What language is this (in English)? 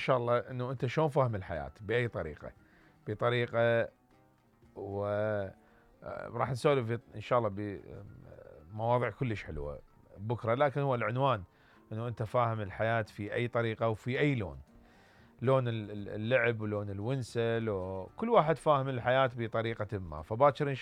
Mesopotamian Arabic